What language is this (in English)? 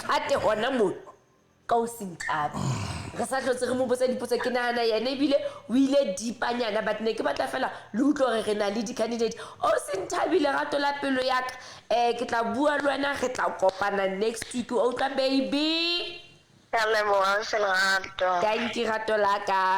Southern Sotho